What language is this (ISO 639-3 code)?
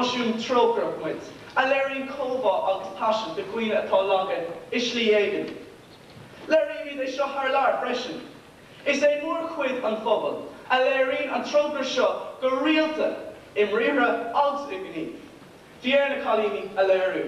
gle